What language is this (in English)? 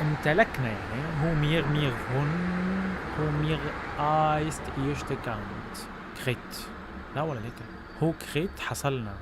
North Levantine Arabic